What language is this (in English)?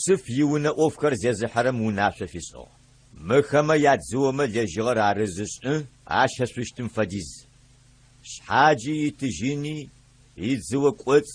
Adyghe